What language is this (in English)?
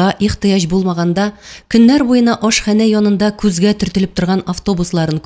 Tatar